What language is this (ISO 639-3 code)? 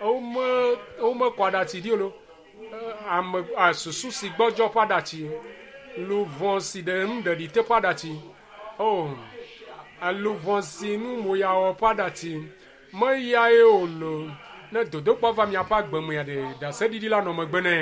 ewe